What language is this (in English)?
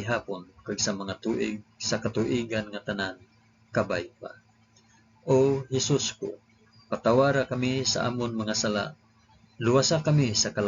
Hiligaynon